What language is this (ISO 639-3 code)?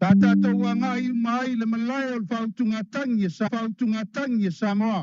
smo